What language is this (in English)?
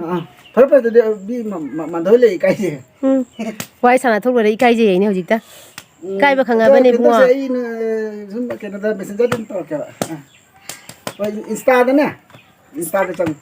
Manipuri